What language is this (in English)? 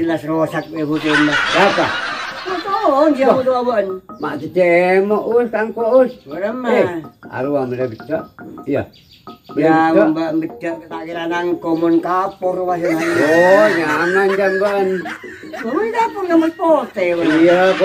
Madurese